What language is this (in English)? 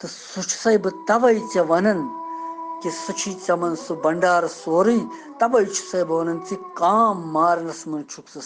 Kashmiri